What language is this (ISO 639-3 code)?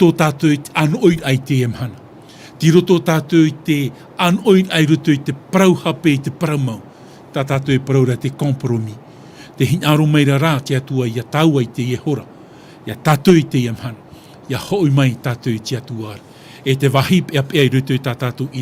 tah